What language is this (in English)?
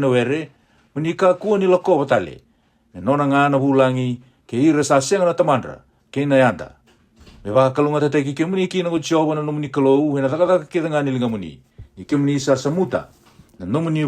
Fijian